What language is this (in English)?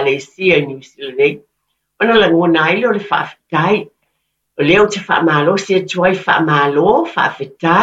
Samoan